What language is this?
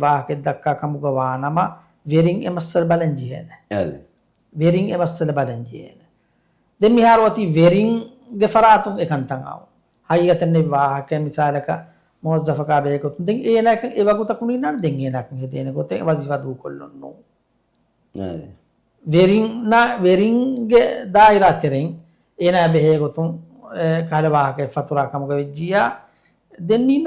Divehi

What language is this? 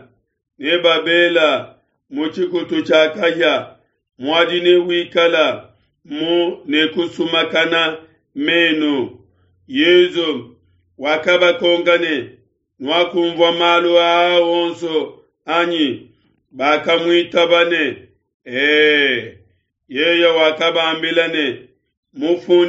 Luba-Lulua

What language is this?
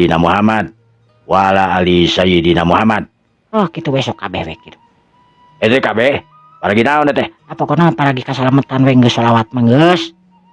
Sundanese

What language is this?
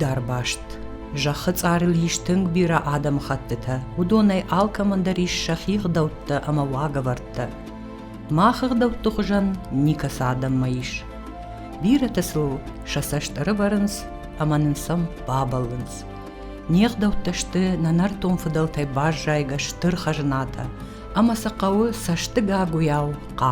Ossetic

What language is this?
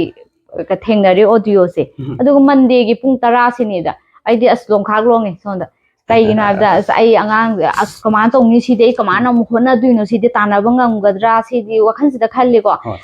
Manipuri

